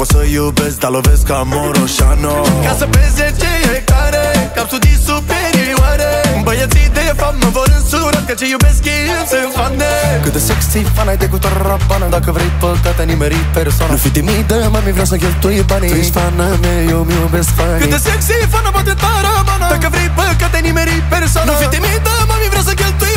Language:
Romanian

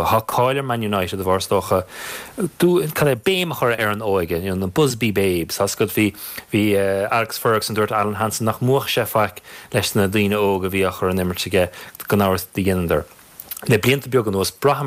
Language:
Irish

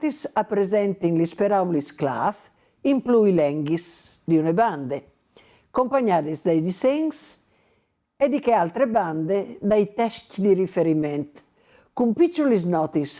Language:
Friulian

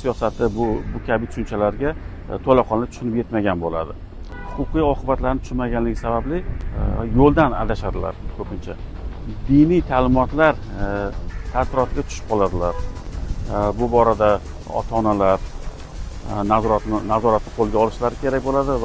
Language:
Uzbek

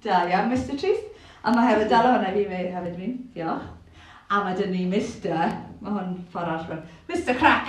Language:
Welsh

